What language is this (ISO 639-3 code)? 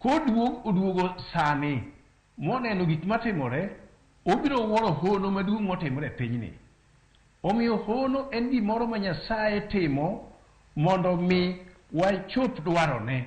luo